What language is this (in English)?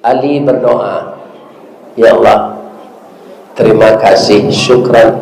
Minangkabau